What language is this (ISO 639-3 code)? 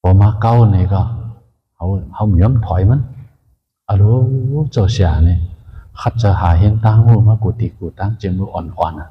shn